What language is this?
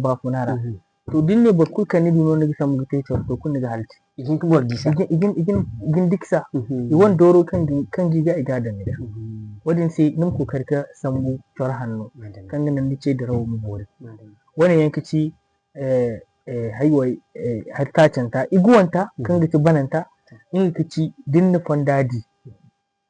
Zarma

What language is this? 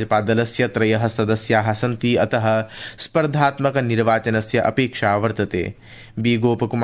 Sanskrit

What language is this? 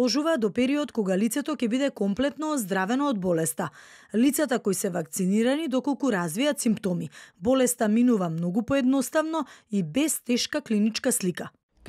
Macedonian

